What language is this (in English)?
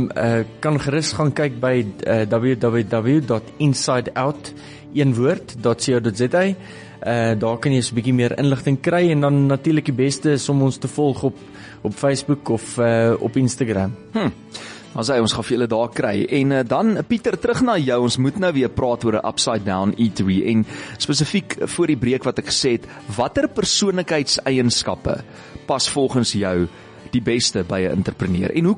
Afrikaans